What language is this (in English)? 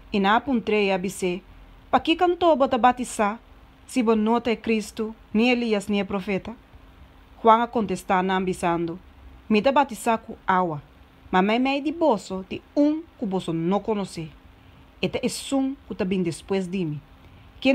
Papiamento